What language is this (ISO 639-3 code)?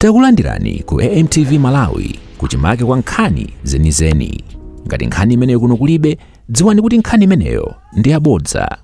nya